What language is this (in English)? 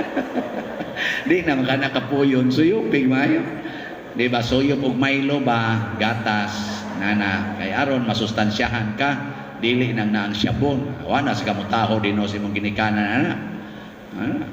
Cebuano